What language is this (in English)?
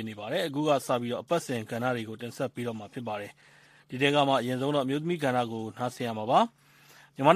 Burmese